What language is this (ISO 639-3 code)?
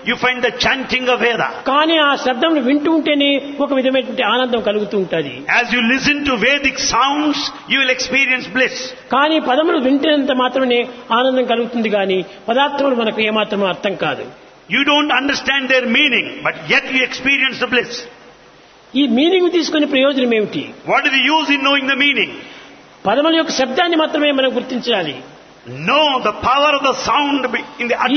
tel